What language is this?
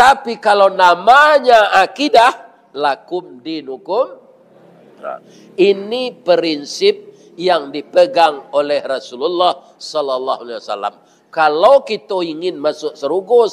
Minangkabau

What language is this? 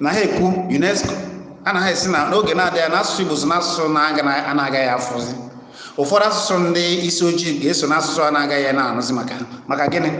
Igbo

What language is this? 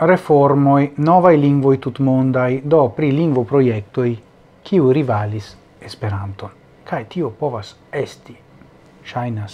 Esperanto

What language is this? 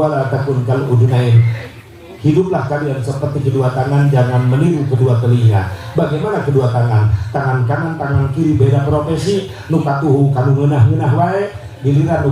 Sundanese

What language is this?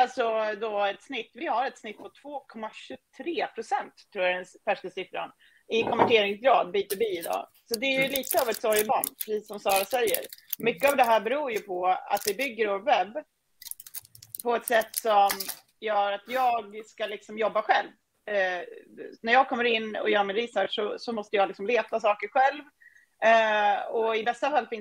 Swedish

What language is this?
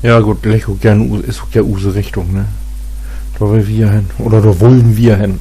Low German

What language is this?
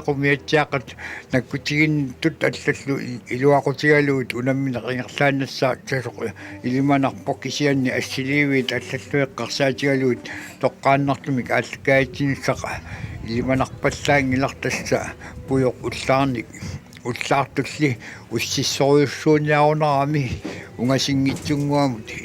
Kalaallisut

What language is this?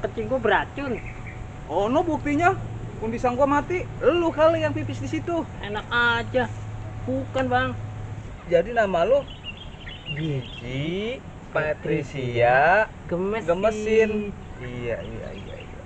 Betawi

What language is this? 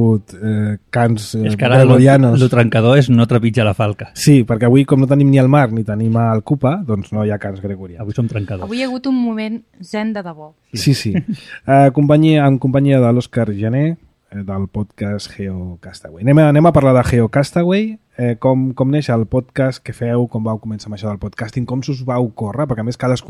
Catalan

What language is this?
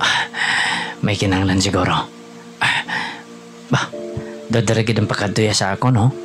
Hiligaynon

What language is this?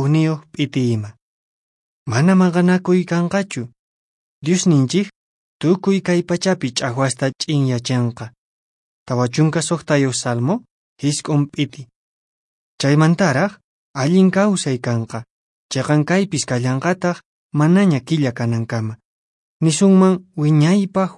Quechua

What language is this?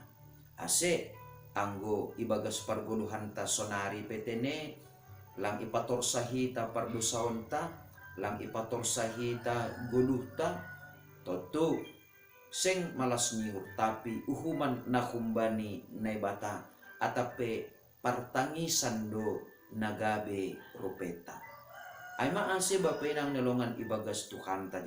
Batak Simalungun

